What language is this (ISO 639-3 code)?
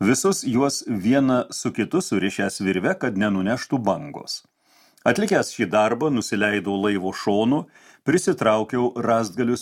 lit